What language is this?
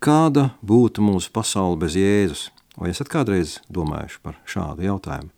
Latvian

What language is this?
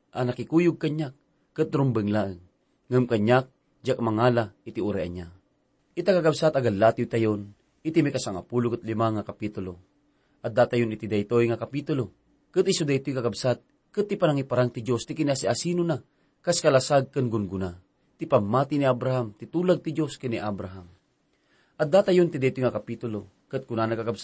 Iloko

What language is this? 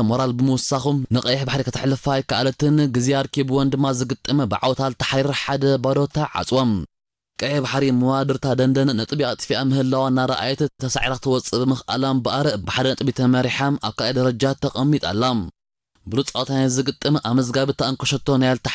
Tigrinya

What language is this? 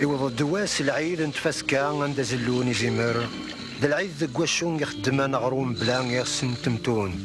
Kabyle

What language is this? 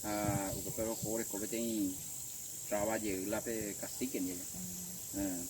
Guarani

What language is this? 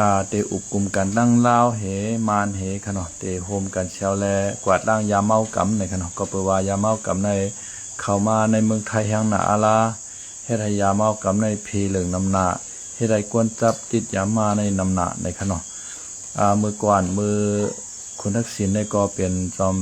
Shan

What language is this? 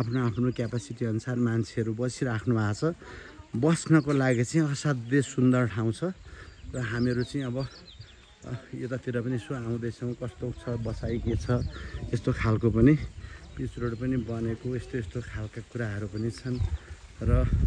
Nepali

